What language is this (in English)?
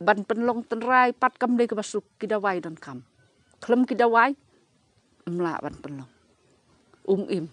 Khasi